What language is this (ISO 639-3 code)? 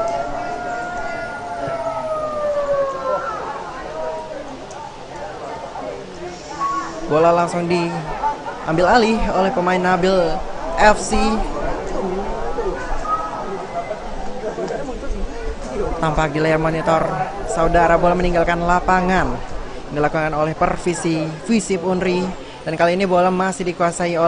ind